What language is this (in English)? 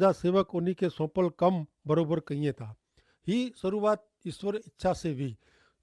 Kachhi